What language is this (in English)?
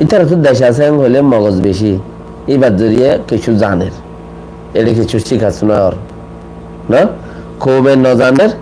Rohingya